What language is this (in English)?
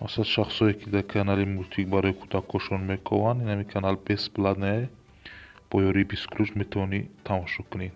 Tajik